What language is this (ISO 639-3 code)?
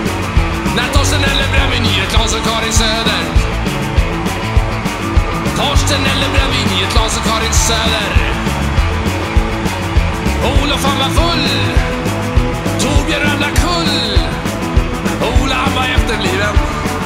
swe